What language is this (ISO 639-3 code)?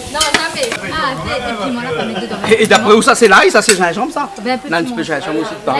rcf